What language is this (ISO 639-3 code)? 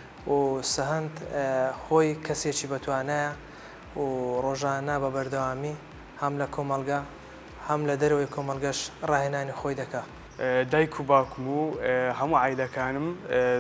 ckb